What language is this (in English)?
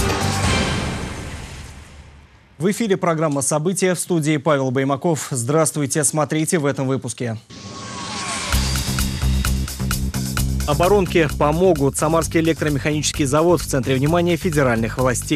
Russian